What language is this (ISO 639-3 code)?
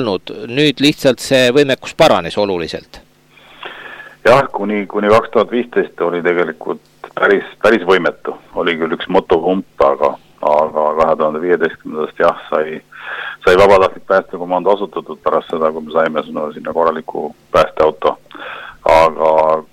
est